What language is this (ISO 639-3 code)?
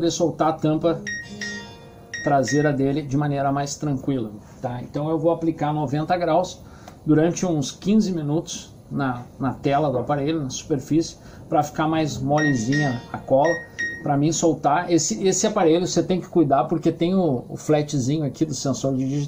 por